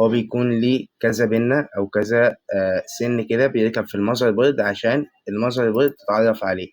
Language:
Egyptian Arabic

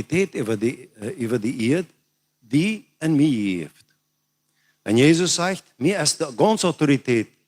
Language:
Plautdietsch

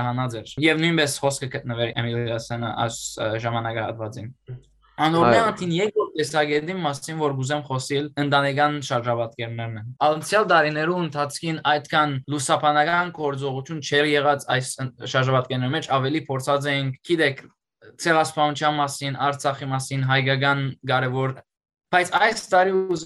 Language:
Western Armenian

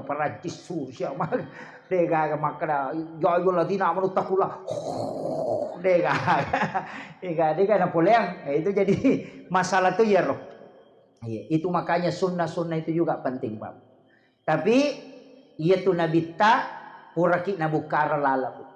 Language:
Buginese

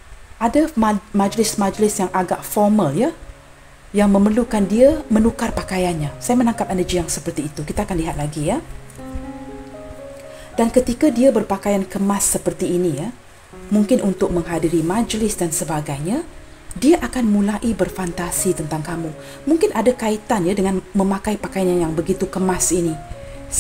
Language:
Malay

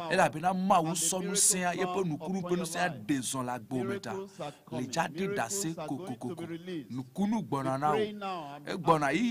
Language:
Ewe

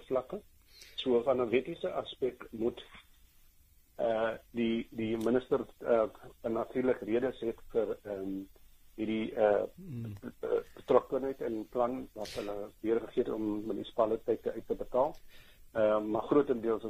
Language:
Afrikaans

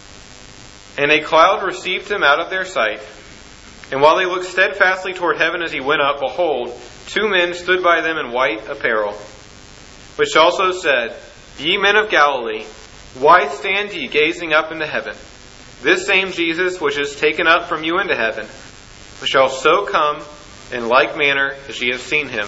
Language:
English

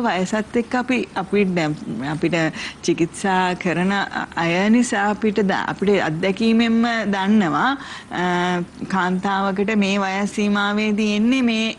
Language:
Sinhala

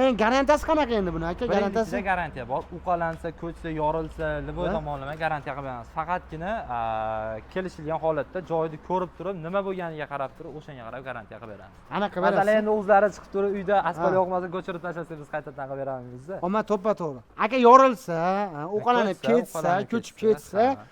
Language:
Uzbek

